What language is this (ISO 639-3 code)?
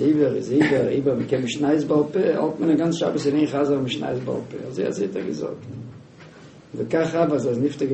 yid